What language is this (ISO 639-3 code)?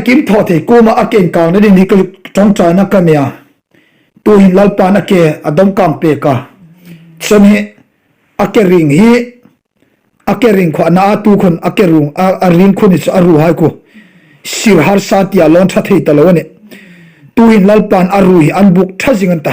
hmr